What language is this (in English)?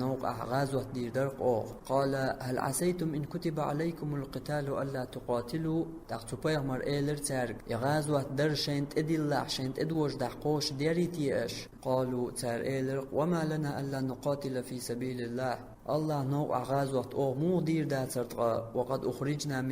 Chechen